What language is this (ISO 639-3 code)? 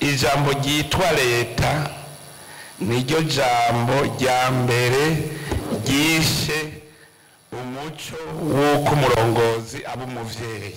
run